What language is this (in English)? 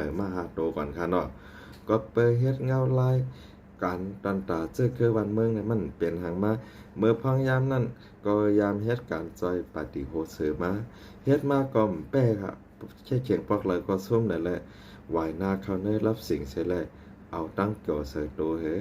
Shan